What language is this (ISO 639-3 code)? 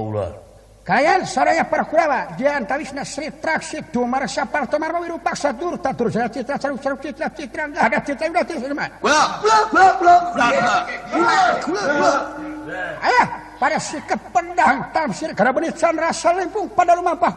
sun